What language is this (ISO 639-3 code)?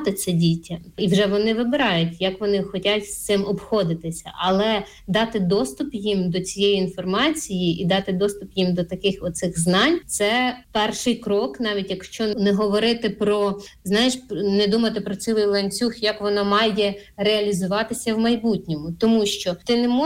ukr